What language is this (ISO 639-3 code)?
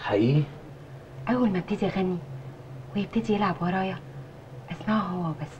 arz